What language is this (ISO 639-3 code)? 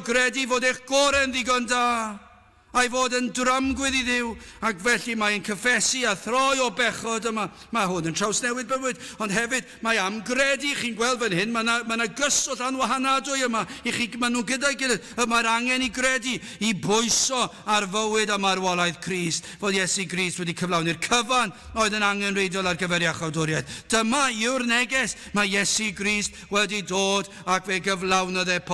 cym